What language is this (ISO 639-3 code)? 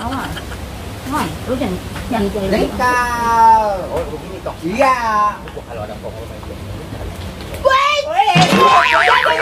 bew